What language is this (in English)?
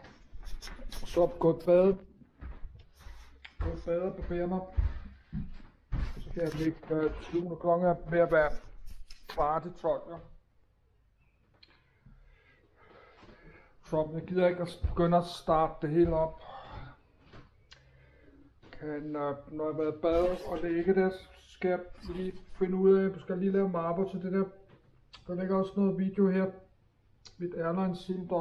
Danish